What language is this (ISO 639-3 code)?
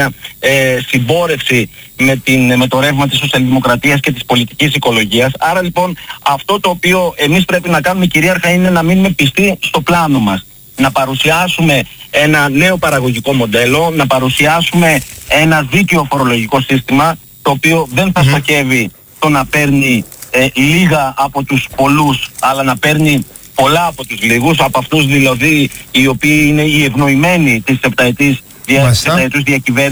ell